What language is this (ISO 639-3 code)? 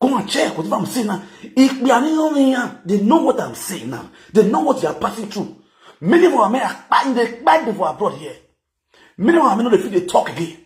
pcm